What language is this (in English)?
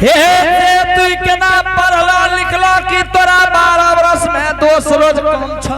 Angika